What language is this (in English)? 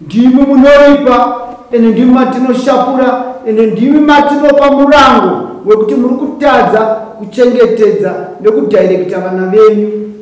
Shona